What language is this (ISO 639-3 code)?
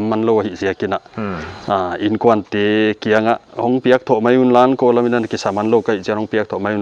pck